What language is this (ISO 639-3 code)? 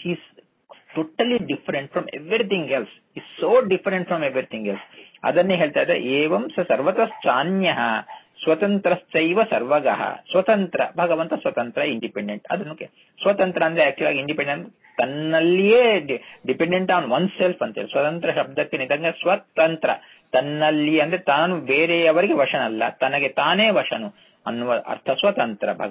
kan